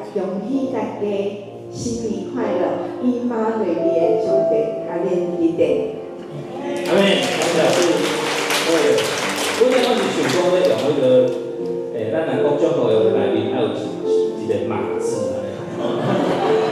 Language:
Min Nan Chinese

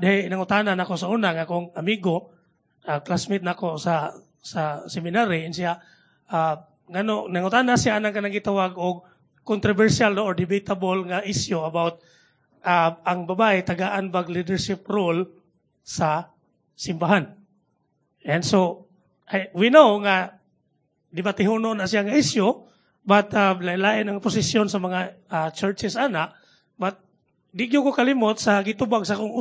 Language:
Cebuano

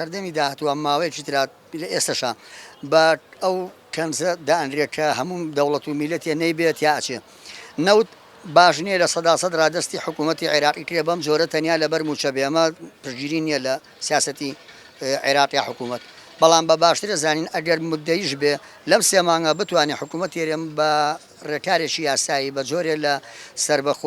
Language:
Central Kurdish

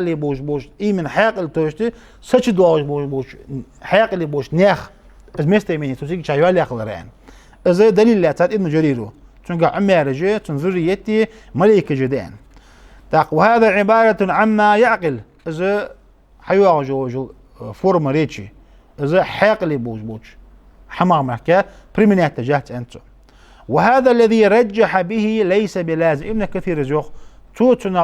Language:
Ingush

